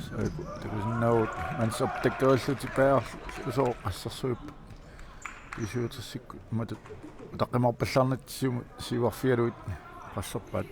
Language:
Kalaallisut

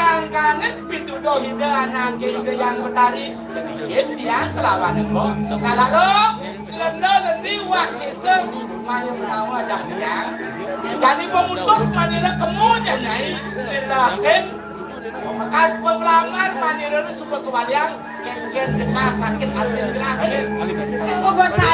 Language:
Balinese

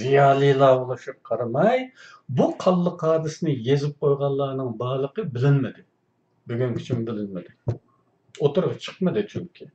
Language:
Uyghur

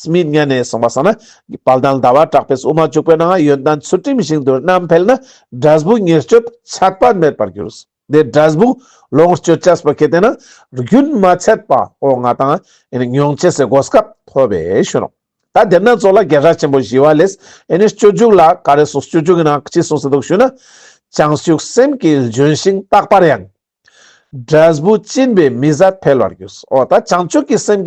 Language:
Ladakhi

